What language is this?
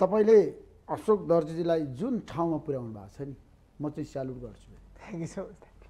Nepali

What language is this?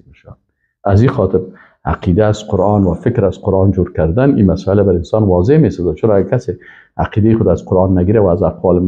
Persian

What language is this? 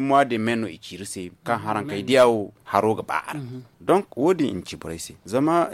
Zarma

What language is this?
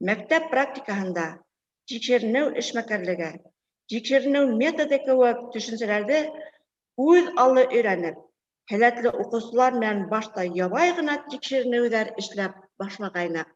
Bashkir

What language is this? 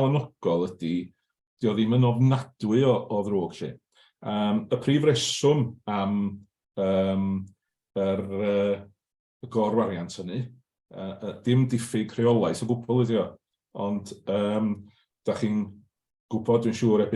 Welsh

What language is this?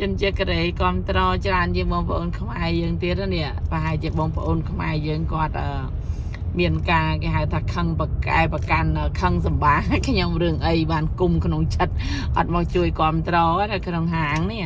Khmer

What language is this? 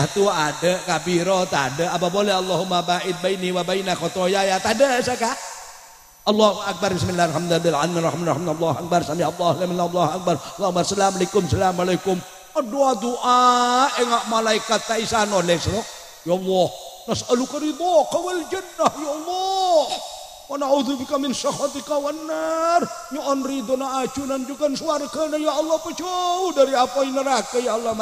Madurese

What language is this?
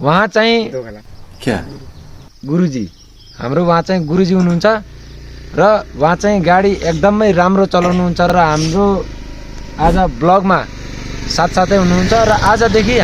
Nepali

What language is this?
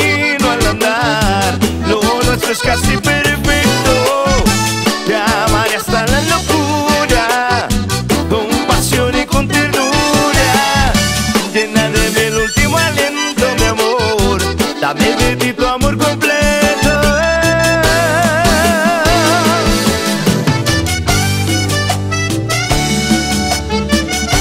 Spanish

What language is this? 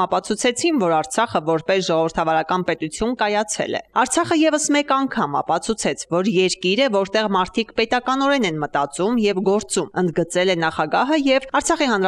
Armenian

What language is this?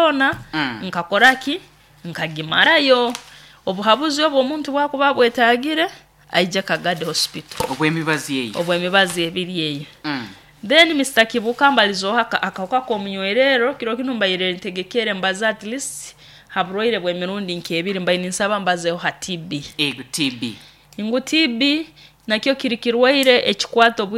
Nyoro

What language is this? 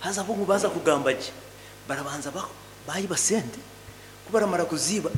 Nyankole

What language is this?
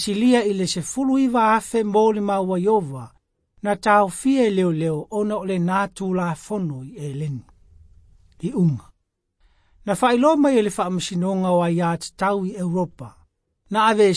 Samoan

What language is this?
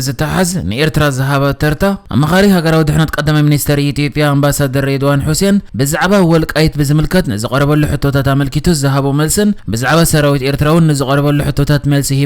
Tigrinya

